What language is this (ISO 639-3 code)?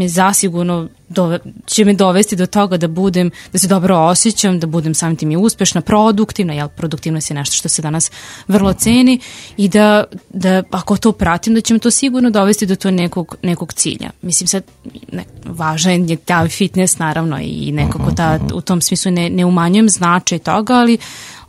srp